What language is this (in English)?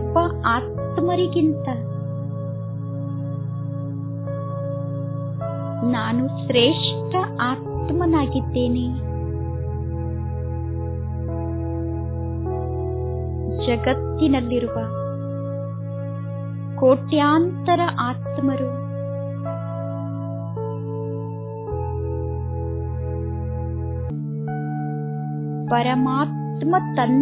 Kannada